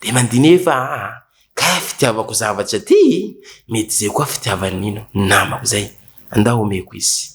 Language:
Malagasy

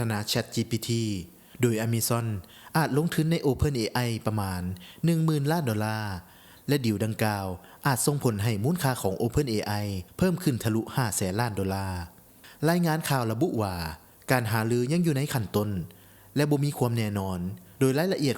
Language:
Lao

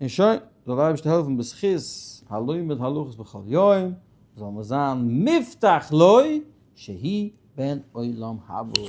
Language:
Yiddish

